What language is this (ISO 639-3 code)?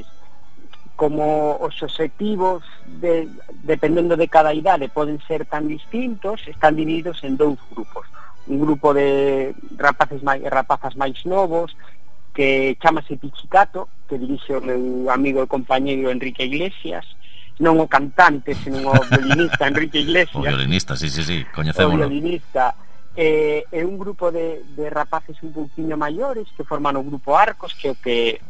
glg